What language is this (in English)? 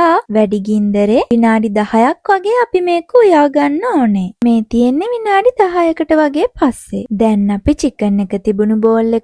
Sinhala